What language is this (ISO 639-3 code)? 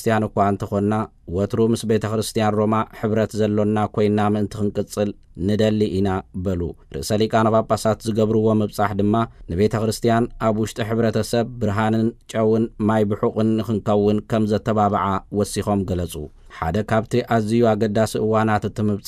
tir